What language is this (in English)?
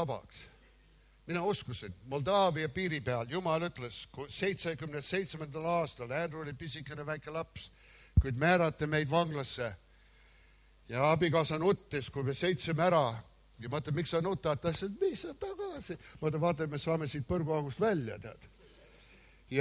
Estonian